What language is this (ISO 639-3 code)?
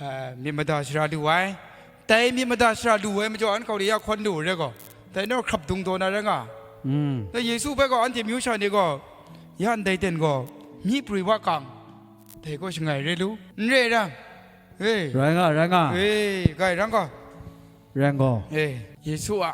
kac